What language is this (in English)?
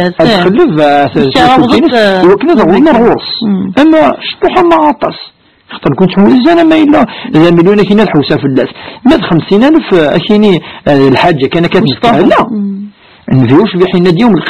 Kabyle